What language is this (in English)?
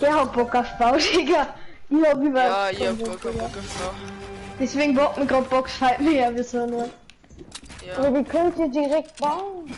Bavarian